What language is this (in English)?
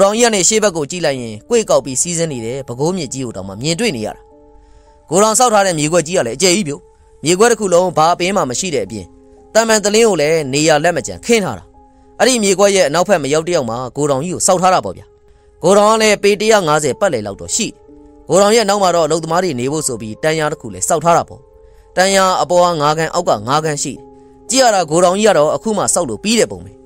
Burmese